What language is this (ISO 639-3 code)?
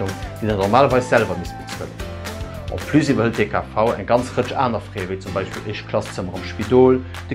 ltz